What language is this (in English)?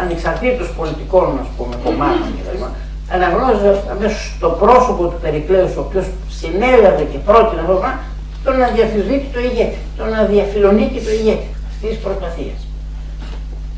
Greek